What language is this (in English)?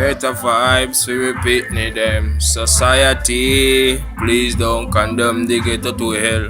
Jamaican Creole English